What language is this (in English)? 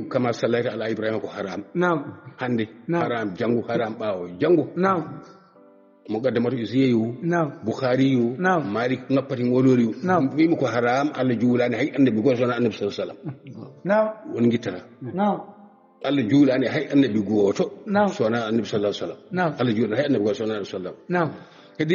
Fula